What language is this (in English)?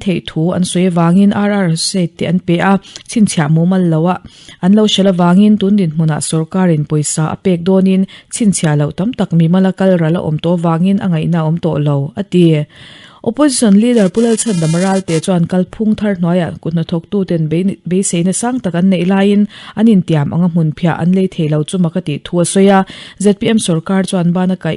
Mizo